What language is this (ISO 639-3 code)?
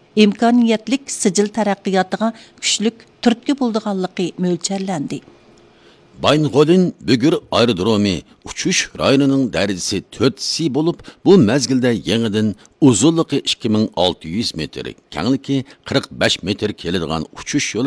uig